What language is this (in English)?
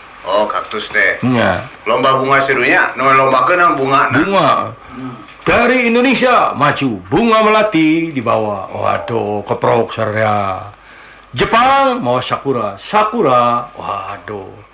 Sundanese